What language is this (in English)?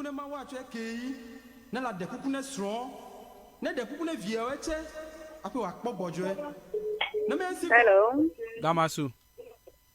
Ewe